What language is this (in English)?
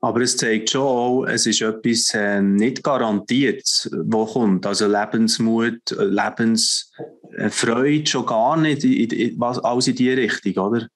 Swiss German